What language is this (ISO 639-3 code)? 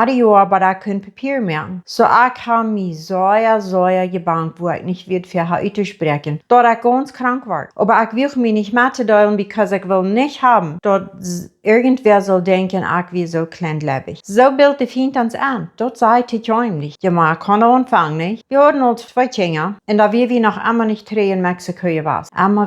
pdt